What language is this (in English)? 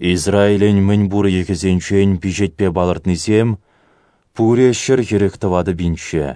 Chuvash